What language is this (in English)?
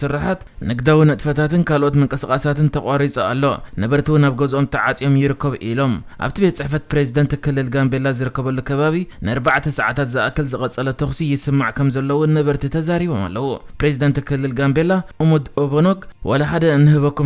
Tigrinya